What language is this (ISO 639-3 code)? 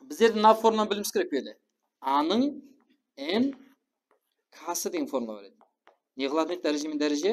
kaa